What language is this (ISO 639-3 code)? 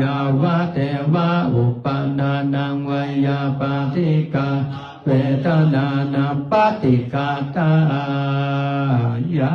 pli